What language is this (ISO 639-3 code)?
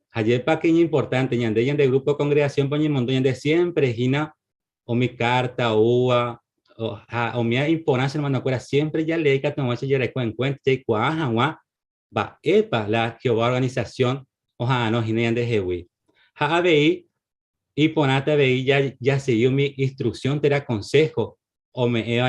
grn